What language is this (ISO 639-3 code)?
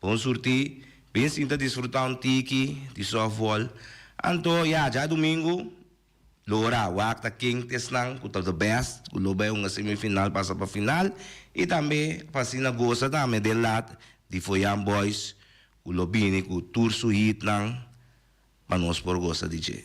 pap